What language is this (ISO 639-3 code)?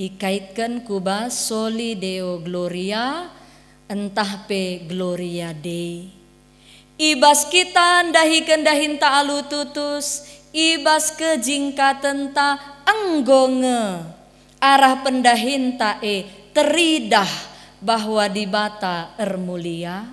btx